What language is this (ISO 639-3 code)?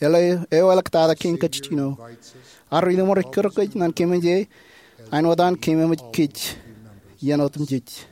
mah